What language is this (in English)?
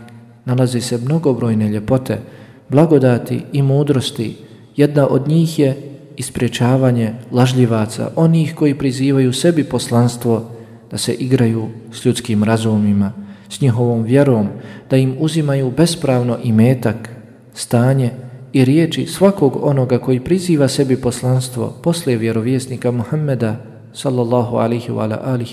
Bosnian